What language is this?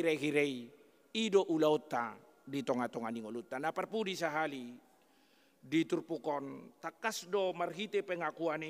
Batak Toba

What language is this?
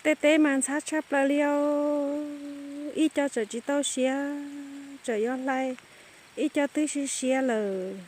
Hmong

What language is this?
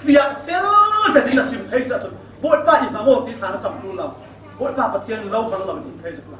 Falam Chin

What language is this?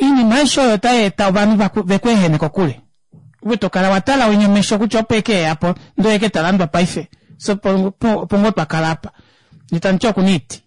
Kuanyama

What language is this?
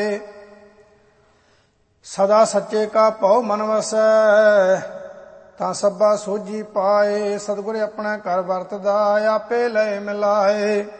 Punjabi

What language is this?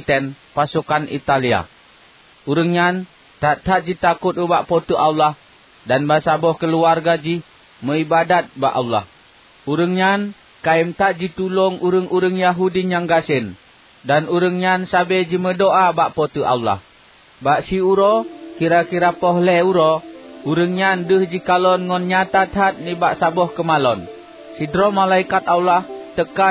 Achinese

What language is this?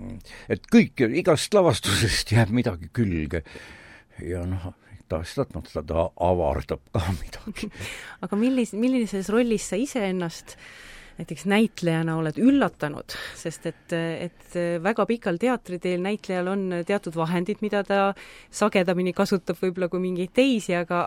Estonian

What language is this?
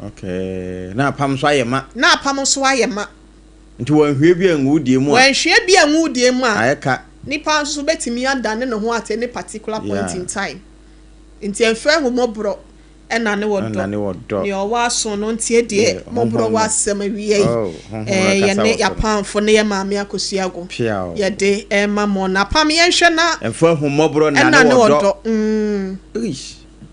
Akan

